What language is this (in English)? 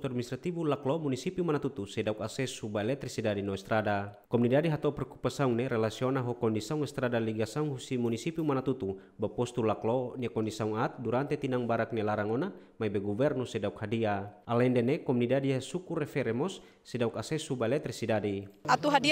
Tetum